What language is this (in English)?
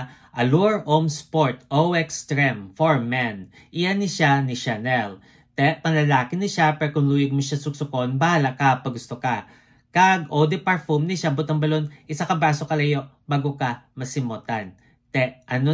Hiligaynon